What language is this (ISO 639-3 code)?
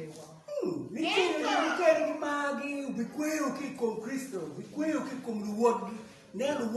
ach